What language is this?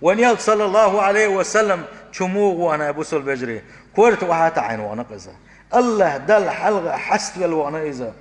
Chechen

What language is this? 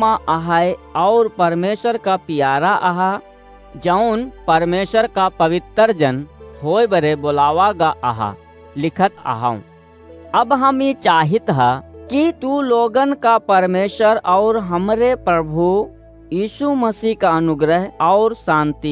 Awadhi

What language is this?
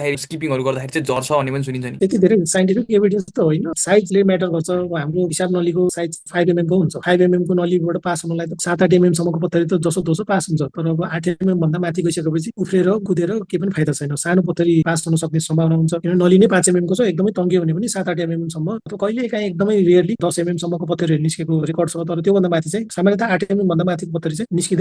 Nepali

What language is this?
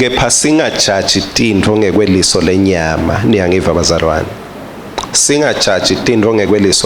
Swati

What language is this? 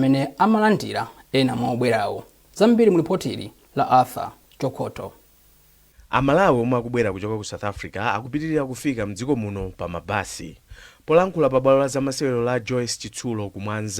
Nyanja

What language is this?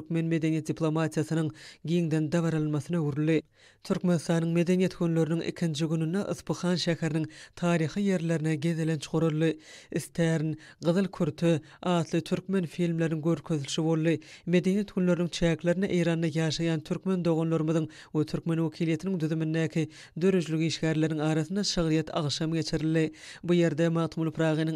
Turkmen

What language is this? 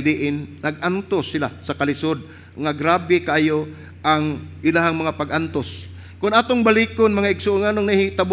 Cebuano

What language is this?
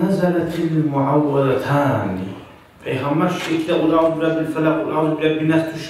Kumyk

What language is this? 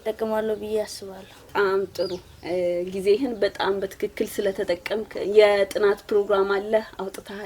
Amharic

